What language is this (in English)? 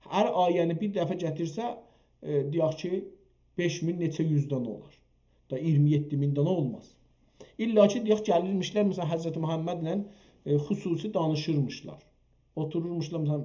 South Azerbaijani